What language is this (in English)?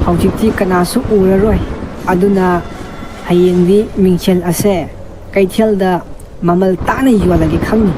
Manipuri